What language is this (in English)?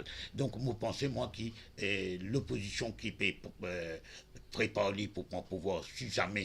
Morisyen